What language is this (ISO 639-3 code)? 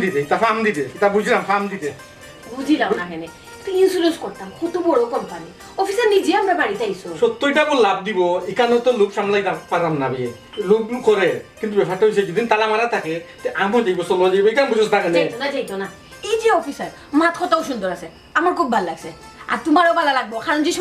syl